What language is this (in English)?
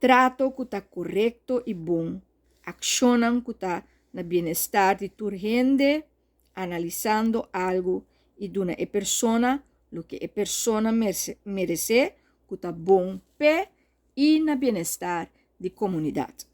Papiamento